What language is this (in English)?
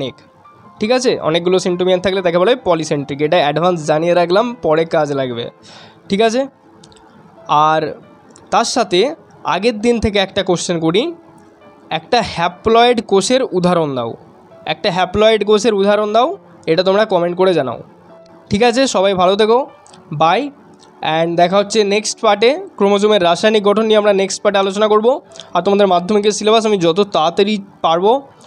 Bangla